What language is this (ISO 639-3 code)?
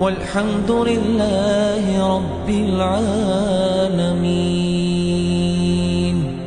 inh